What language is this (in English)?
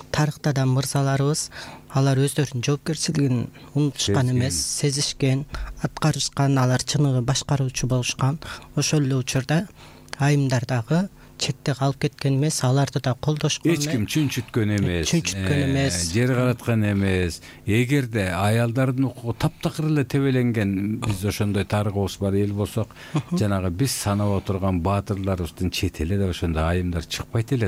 Kyrgyz